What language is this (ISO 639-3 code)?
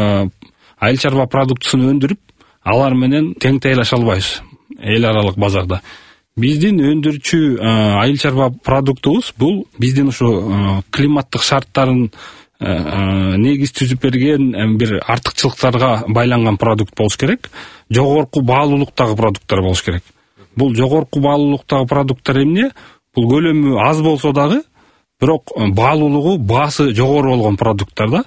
kir